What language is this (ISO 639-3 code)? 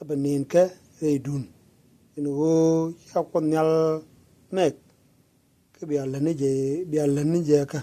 nus